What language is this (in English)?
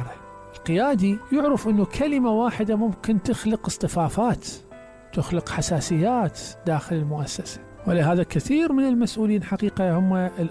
Mesopotamian Arabic